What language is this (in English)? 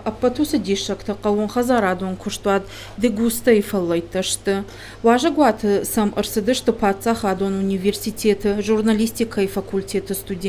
Ossetic